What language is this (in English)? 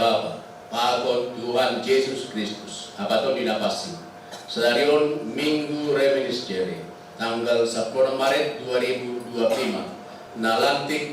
Batak Simalungun